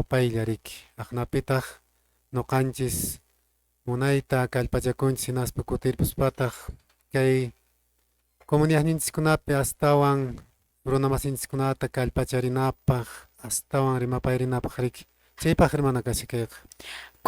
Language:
Quechua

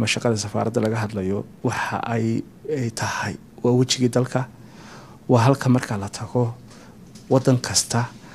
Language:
Somali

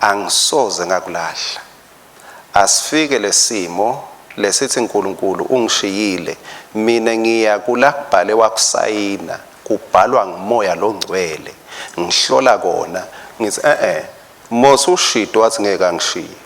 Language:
Swati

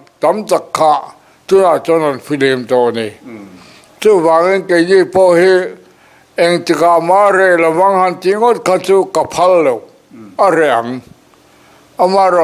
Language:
Mizo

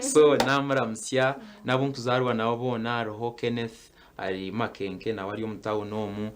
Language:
Nyankole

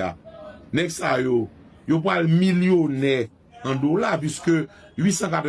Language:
Haitian Creole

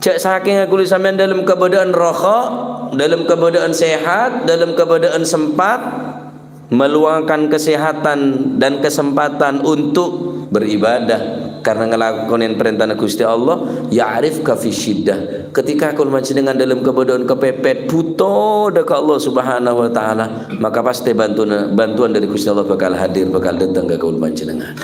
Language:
Madurese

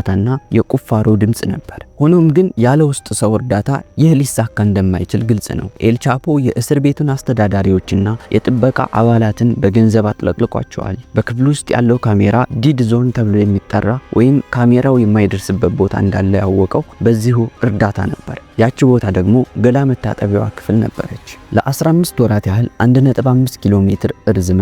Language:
Amharic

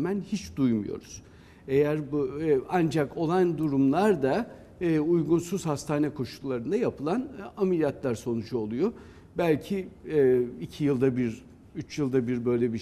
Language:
Turkish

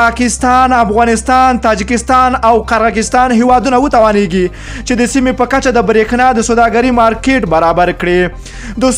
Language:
Pashto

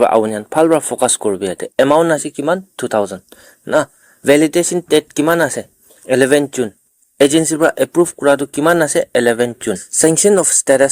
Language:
Naga Pidgin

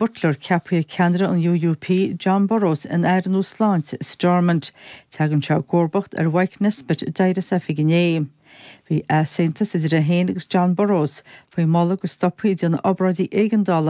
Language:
Irish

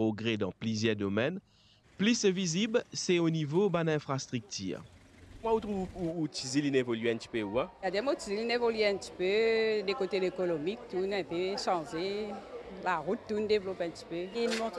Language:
Morisyen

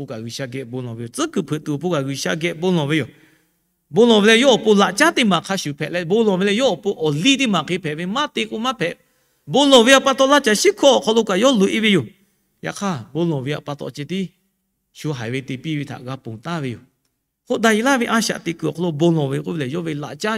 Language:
Lahu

